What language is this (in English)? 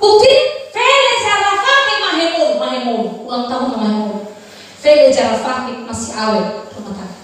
Nias